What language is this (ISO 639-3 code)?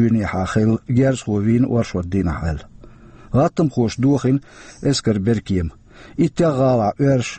che